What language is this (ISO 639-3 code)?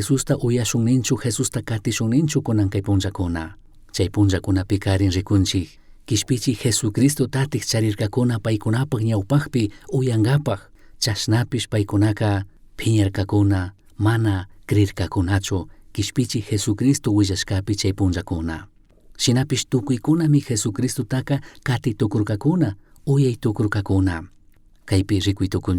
qug